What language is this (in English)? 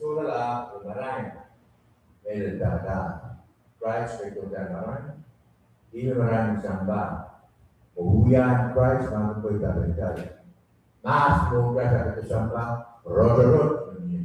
Pohnpeian